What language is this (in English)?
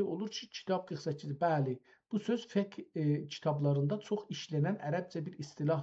South Azerbaijani